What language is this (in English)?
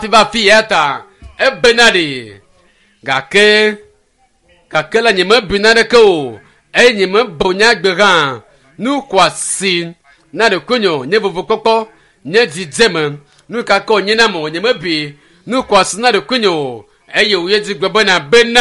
Ewe